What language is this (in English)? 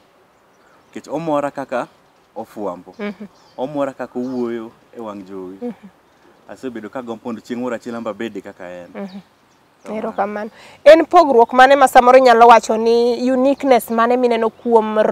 Luo (Kenya and Tanzania)